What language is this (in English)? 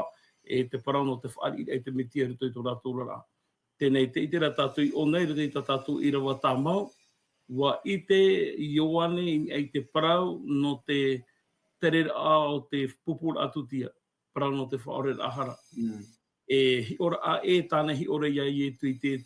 Tahitian